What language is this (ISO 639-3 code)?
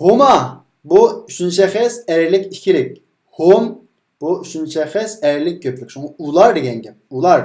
uig